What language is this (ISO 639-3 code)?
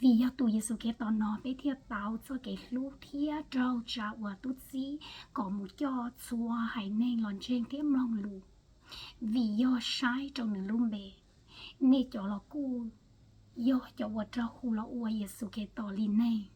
hmn